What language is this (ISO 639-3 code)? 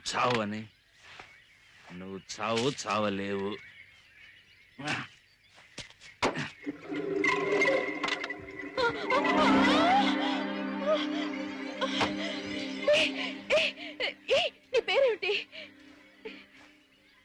tel